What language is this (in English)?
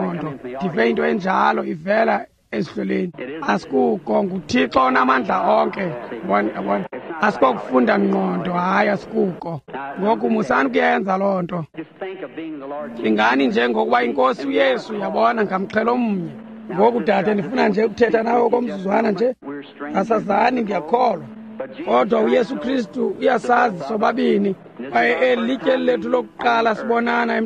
Xhosa